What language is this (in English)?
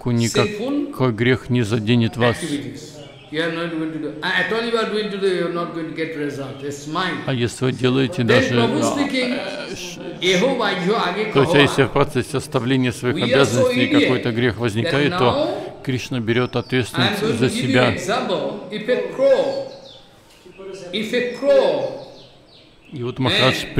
Russian